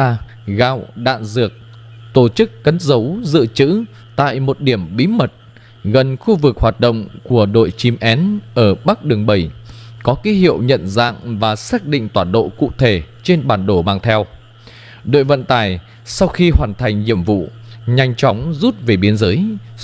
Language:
Vietnamese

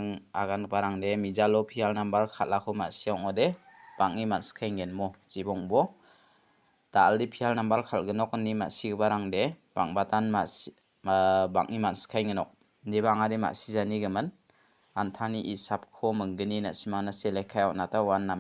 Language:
Garo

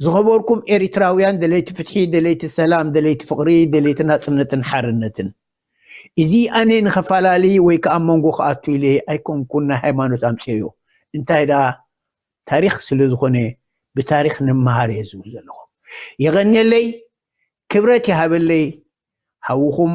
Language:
Tigrinya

